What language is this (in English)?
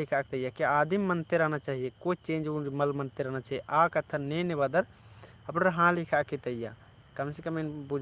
Kurukh